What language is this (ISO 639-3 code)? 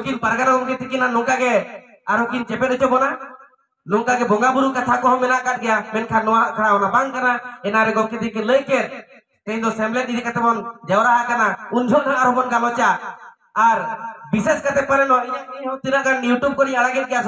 sat